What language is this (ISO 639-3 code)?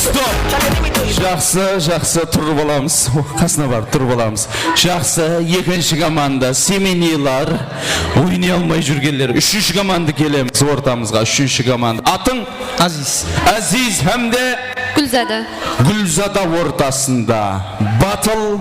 kaa